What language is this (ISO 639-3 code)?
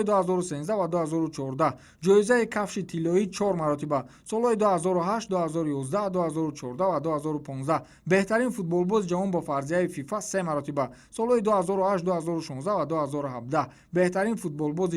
tgk